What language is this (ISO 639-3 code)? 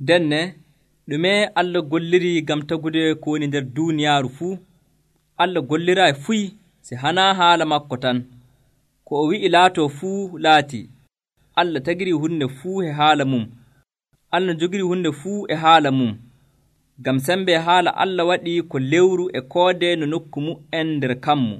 fuv